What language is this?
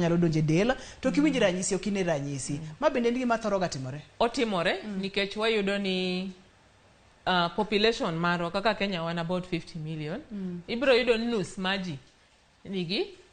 Luo (Kenya and Tanzania)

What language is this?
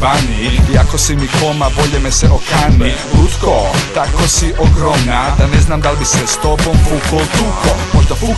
Croatian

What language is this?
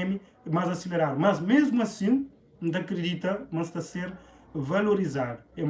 Kabuverdianu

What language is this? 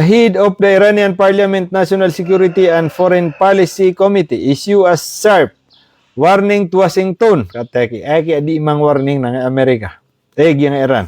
Maranao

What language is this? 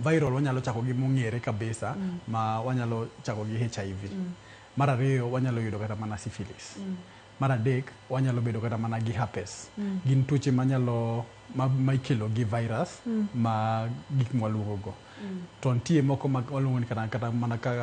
Luo (Kenya and Tanzania)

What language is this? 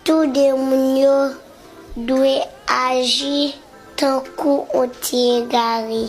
Haitian Creole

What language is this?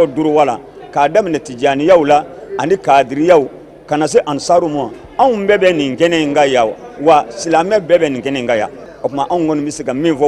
Bambara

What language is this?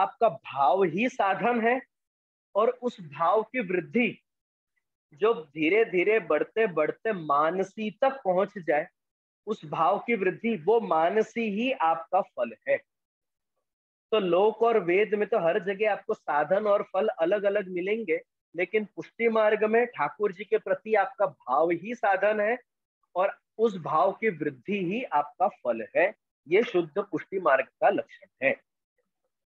Hindi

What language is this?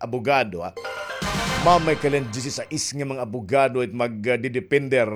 Waray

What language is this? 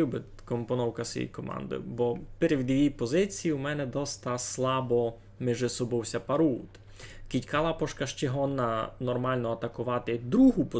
Rusyn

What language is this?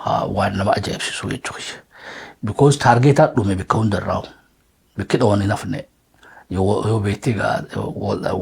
Oromo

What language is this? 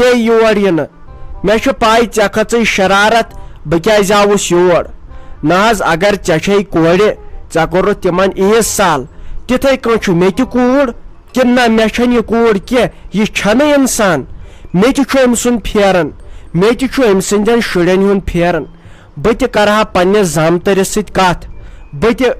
Kashmiri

